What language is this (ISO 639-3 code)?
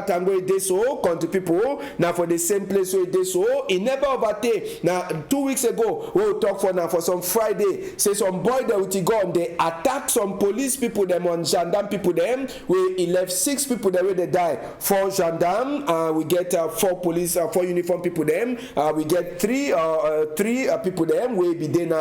wes